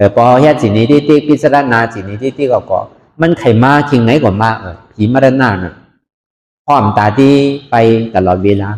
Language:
Shan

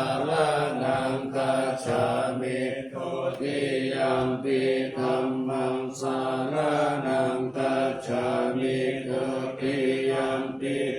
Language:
Pali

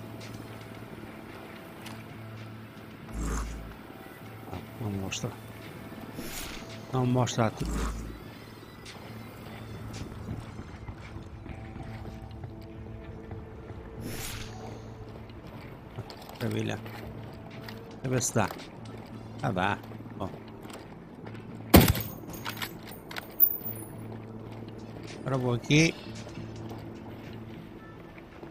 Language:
Portuguese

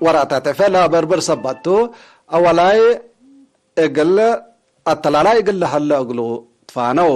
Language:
Tigre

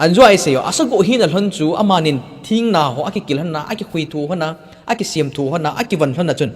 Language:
Thado Chin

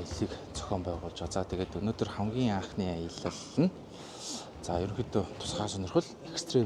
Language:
Mongolian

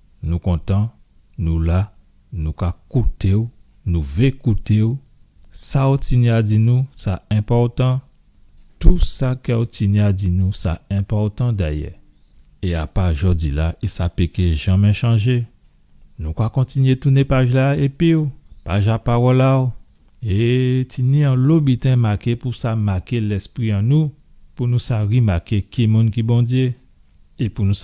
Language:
Guadeloupean Creole French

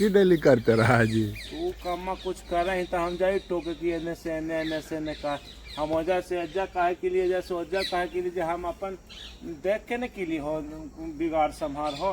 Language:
Magahi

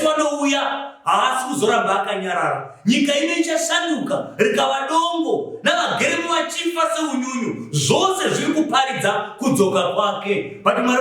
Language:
Shona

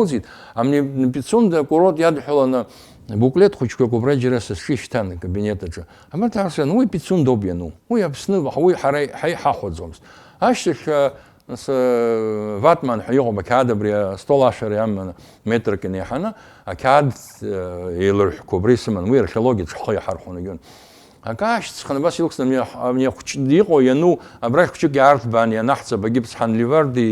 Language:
Abkhazian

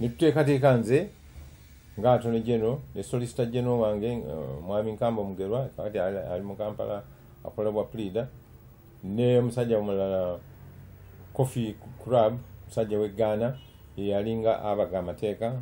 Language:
Ganda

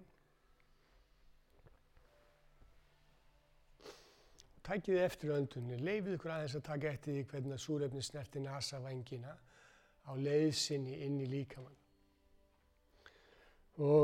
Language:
Icelandic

